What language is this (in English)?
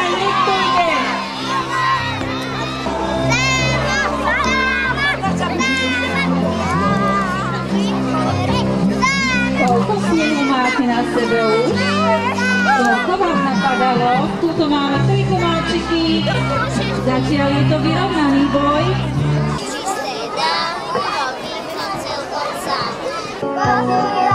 Slovak